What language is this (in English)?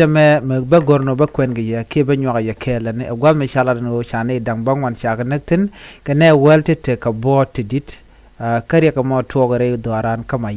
Nuer